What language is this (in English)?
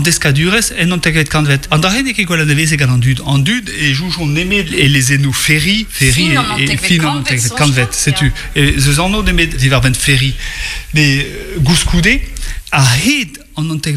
Breton